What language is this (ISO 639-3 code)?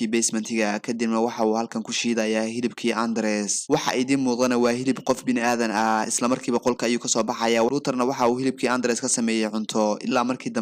som